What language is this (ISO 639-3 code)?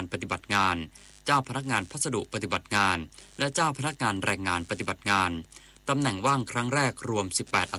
tha